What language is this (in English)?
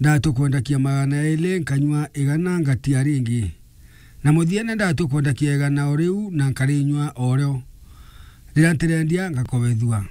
Meru